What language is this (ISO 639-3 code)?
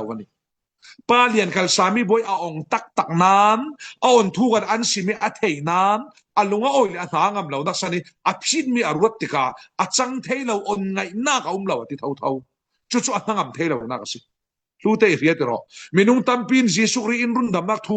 cfm